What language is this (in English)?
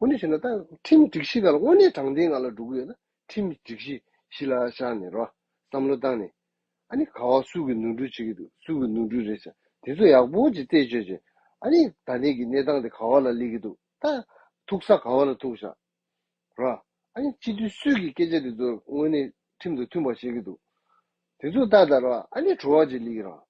Tibetan